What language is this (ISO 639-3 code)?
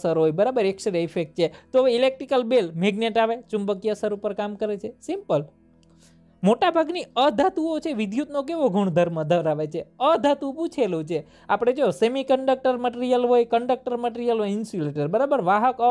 guj